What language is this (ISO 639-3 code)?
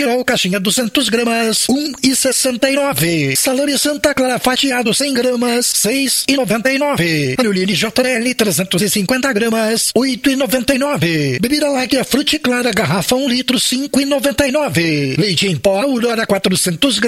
por